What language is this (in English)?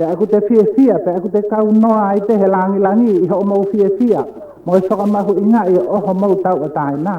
Tongan